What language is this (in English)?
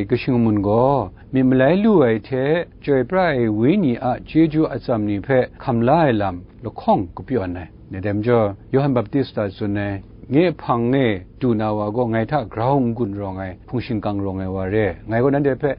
Kachin